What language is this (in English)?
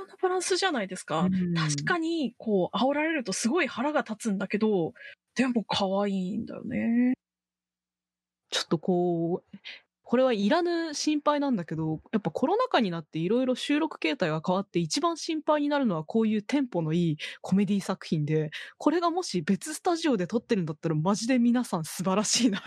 Japanese